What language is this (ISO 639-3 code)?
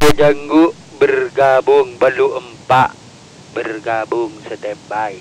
mad